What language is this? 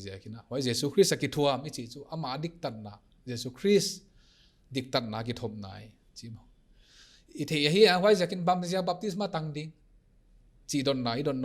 Paite Chin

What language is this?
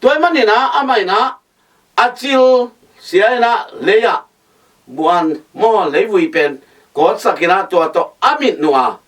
Tedim Chin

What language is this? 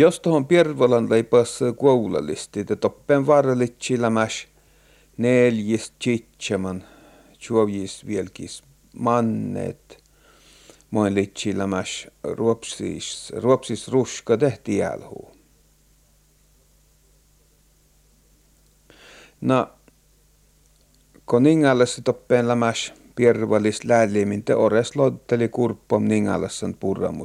Finnish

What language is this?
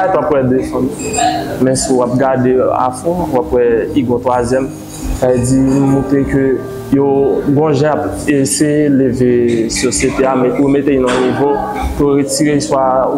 Haitian Creole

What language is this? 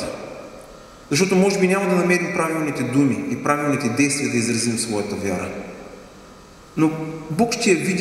Bulgarian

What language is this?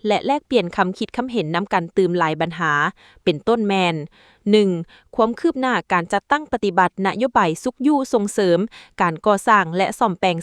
Lao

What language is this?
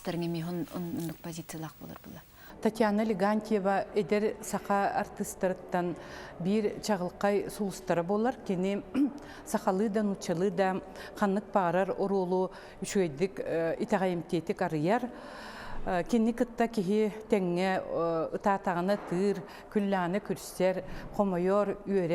Yakut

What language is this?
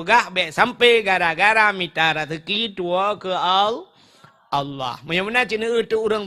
Achinese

